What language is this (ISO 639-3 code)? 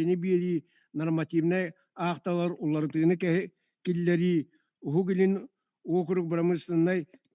sah